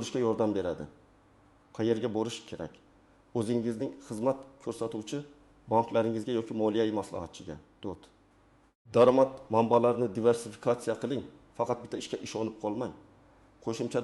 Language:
Uzbek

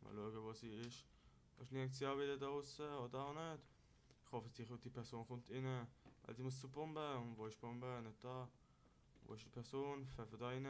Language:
Swiss German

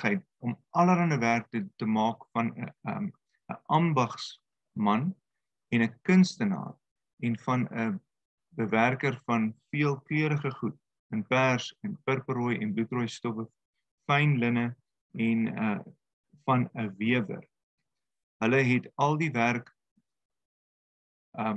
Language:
Afrikaans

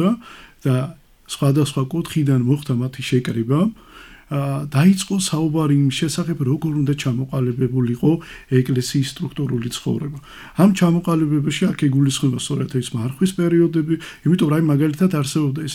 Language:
Georgian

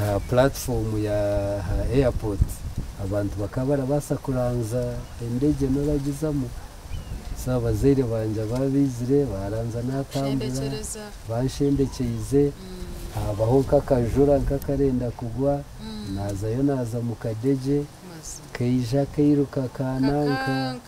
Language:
Nyankole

